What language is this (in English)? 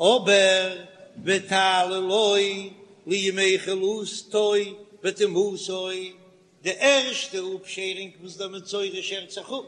Yiddish